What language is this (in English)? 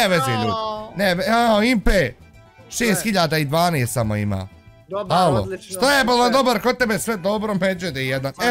Bosnian